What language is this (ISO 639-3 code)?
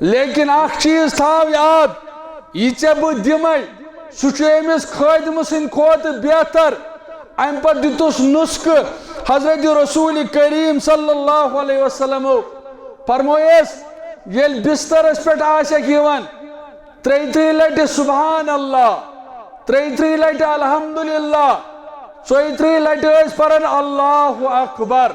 kas